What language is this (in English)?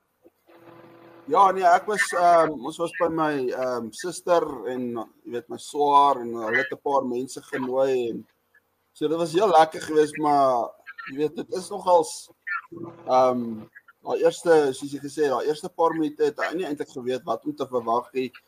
Afrikaans